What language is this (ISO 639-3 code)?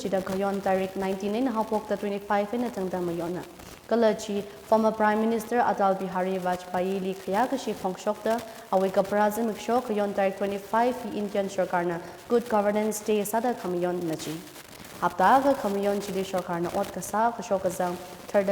nmf